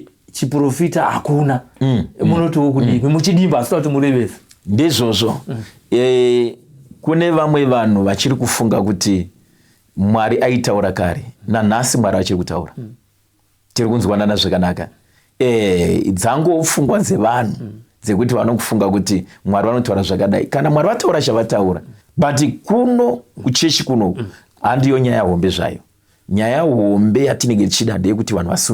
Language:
Shona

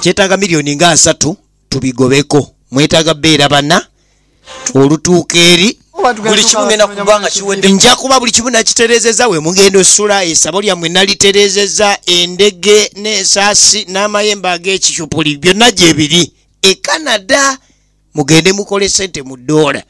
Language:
Ganda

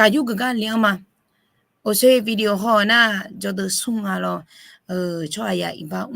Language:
Akha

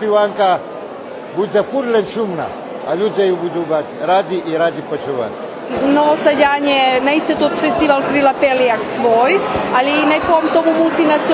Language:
Rusyn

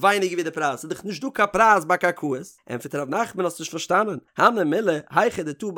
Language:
Yiddish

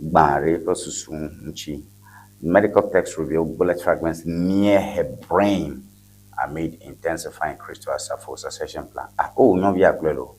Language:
Ewe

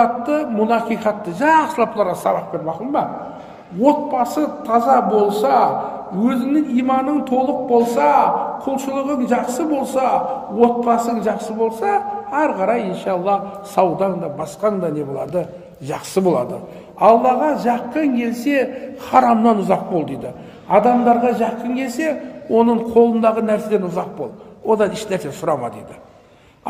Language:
Kazakh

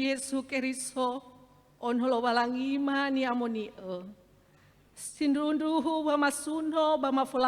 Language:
Nias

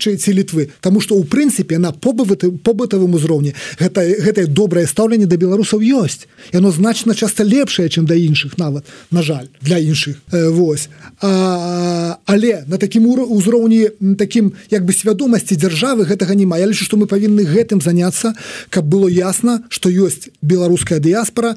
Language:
Belarusian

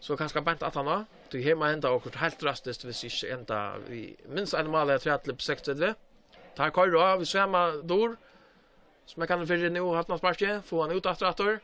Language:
Faroese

